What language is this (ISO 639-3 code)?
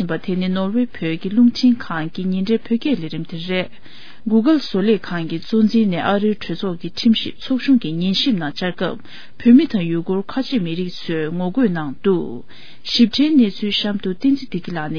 bod